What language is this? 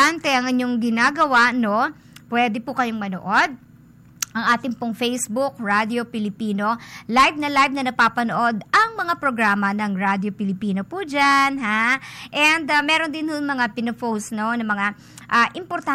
Filipino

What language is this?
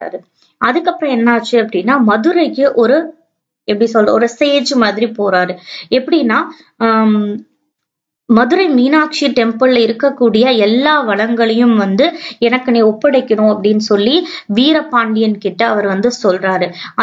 Tamil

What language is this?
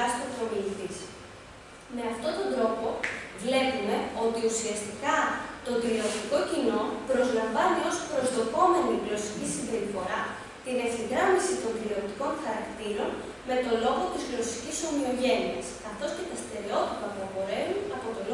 Greek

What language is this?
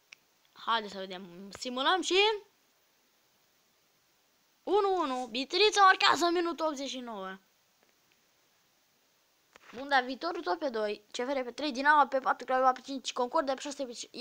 Romanian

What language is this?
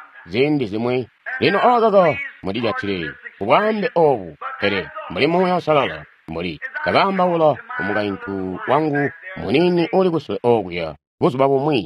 Tonga (Zambia)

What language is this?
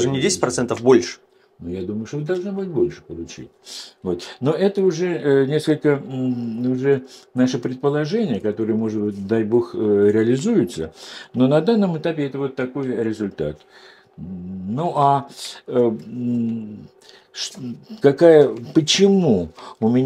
Russian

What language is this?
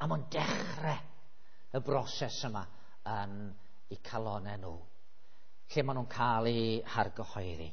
Welsh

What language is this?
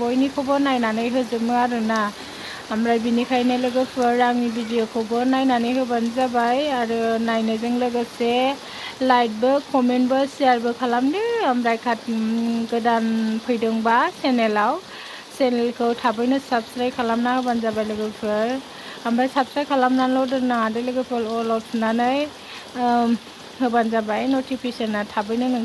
Bodo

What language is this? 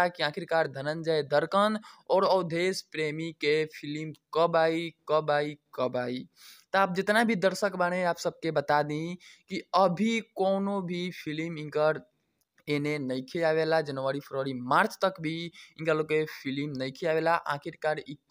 Bhojpuri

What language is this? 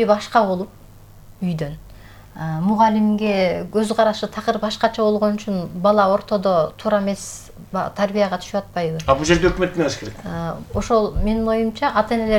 Kyrgyz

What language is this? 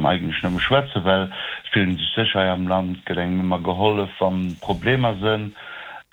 Luxembourgish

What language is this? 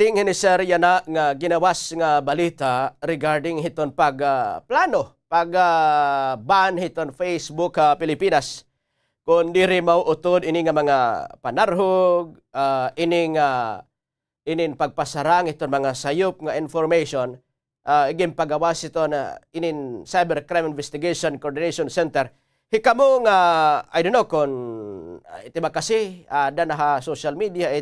Waray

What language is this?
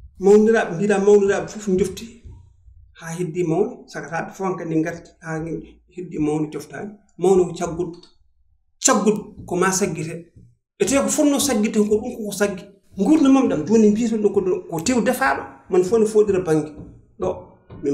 Fula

